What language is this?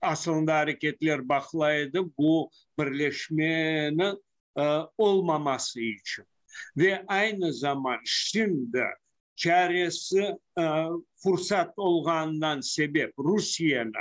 Crimean Tatar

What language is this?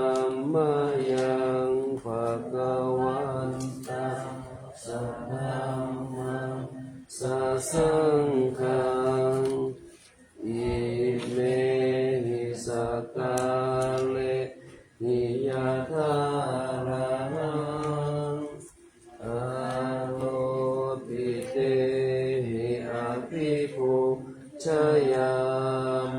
Pali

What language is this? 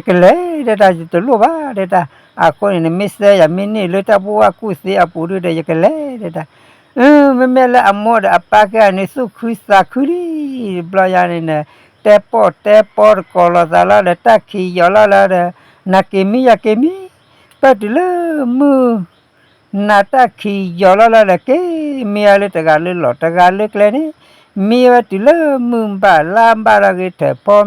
S'gaw Karen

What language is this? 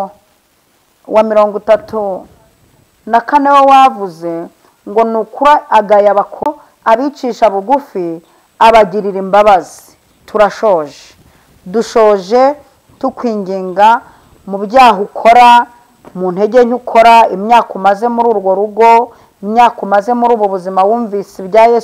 Kinyarwanda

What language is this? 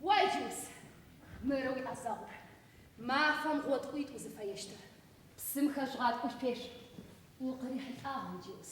Adyghe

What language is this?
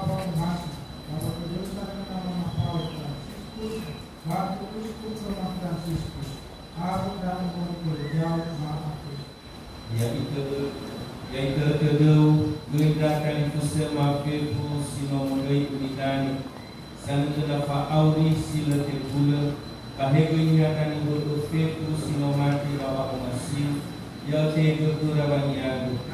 Nias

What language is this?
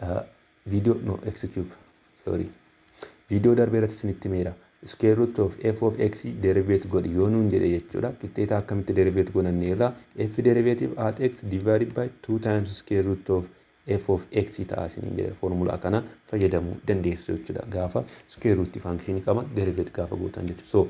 Oromo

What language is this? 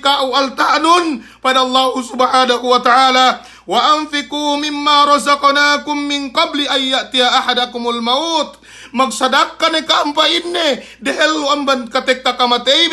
Yakan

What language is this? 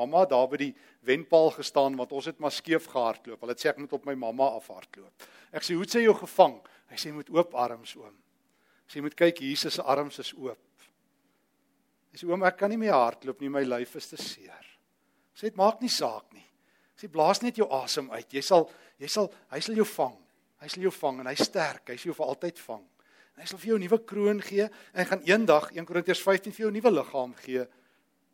Afrikaans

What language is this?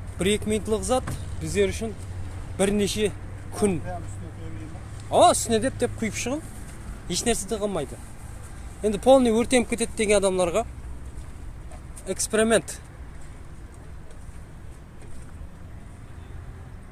Kazakh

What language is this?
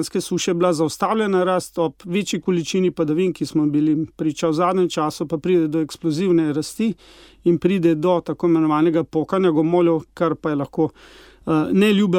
Slovenian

